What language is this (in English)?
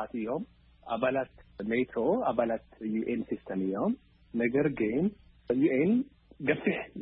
Tigrinya